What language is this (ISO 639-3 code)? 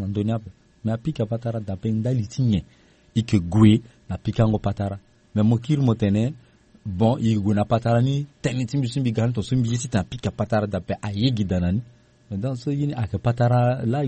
sag